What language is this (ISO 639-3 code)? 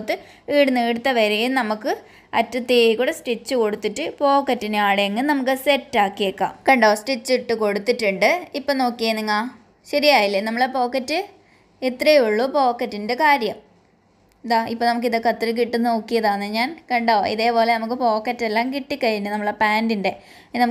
mal